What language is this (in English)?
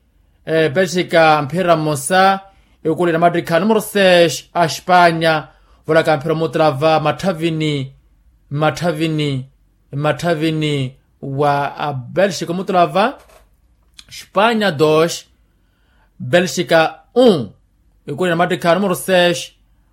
Makhuwa